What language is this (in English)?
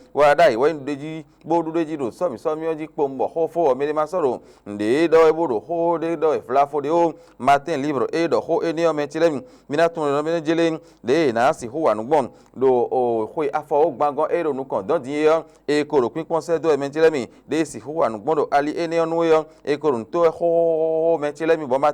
Fon